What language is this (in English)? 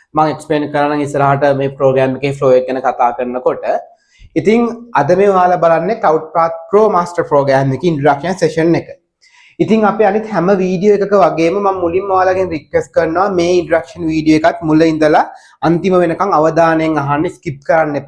Sinhala